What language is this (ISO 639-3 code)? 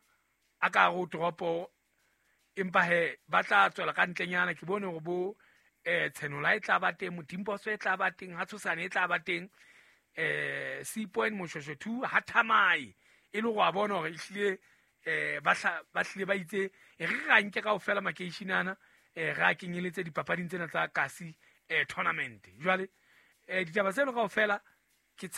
sot